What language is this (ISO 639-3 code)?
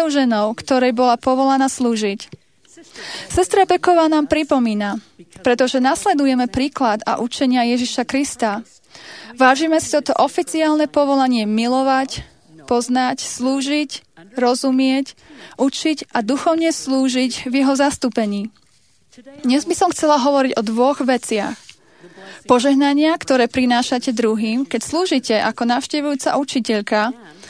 slk